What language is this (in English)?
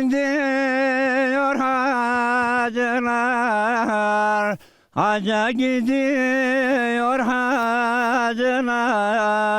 Zaza